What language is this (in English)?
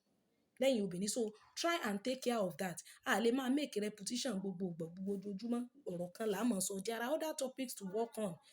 Yoruba